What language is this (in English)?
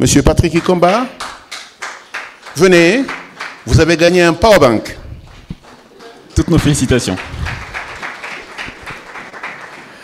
French